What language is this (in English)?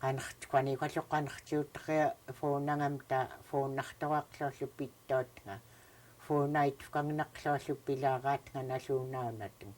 Central Yupik